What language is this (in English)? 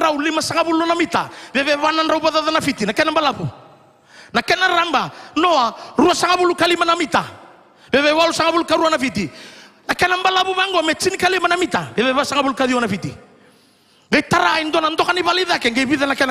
Fijian